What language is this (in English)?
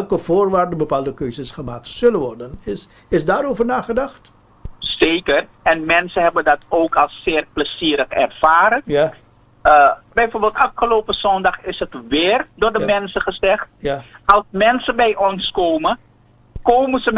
Dutch